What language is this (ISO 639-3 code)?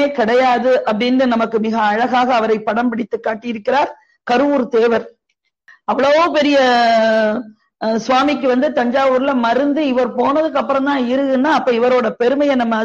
tam